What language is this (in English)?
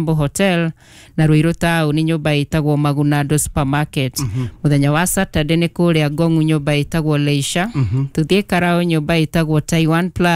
Kikuyu